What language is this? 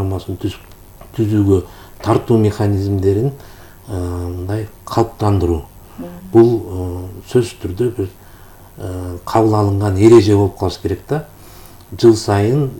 Kyrgyz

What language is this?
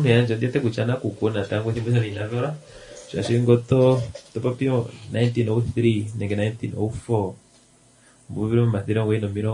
Kuanyama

